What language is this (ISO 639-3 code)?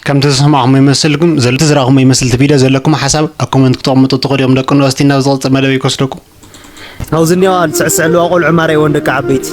tir